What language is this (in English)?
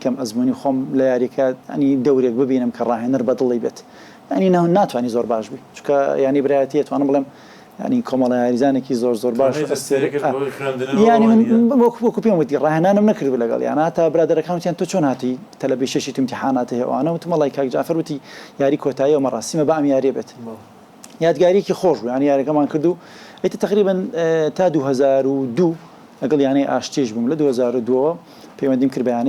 Central Kurdish